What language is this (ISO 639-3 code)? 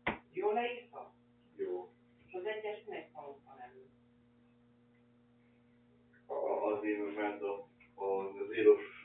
hun